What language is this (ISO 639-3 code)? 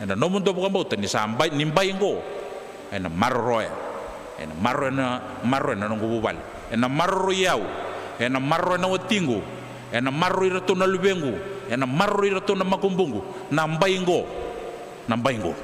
fij